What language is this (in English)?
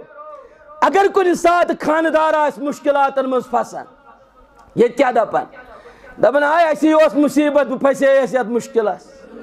Kashmiri